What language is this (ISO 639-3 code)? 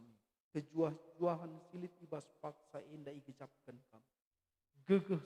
btx